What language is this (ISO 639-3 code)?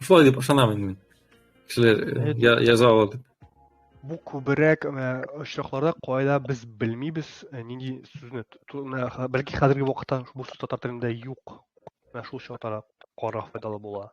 tat